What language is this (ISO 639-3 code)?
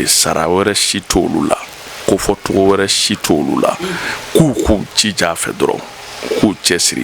bam